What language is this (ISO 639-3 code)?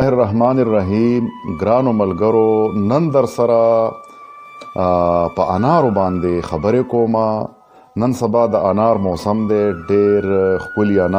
pus